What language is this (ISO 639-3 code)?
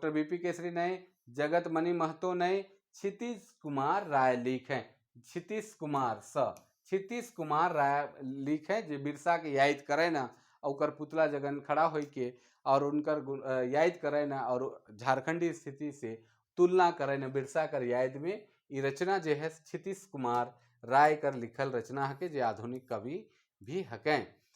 sck